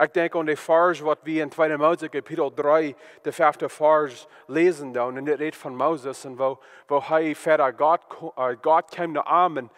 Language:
Plautdietsch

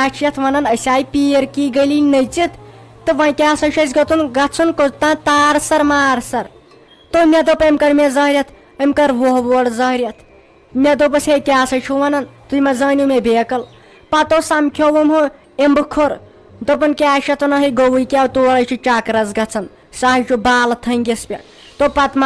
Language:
Kashmiri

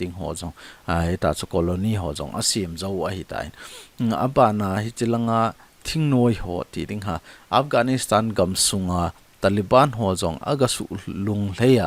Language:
Thado Chin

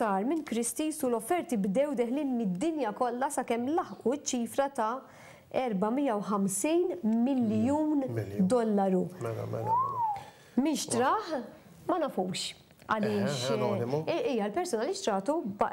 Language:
Maltese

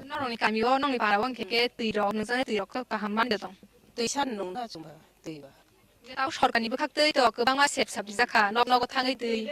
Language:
Kok Borok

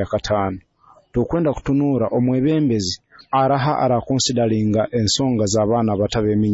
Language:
Nyoro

